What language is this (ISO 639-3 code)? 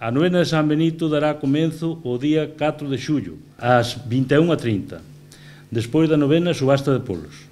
glg